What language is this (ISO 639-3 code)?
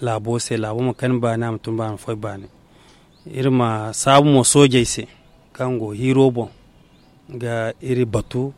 dje